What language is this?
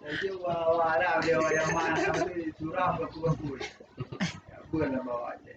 Achinese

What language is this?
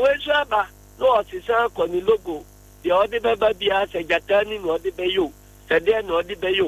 Akan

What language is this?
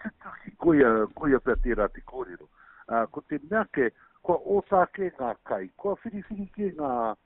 Māori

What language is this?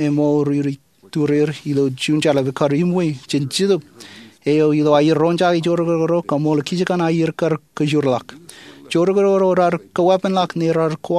Marshallese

